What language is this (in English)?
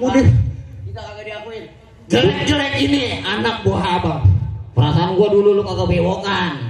Betawi